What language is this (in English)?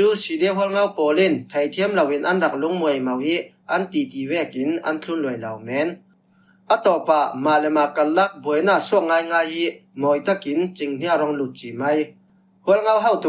Falam Chin